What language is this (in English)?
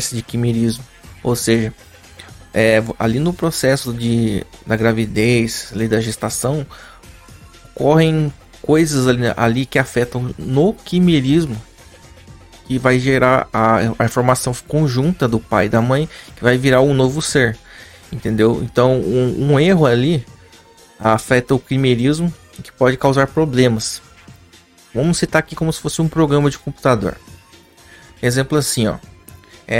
Portuguese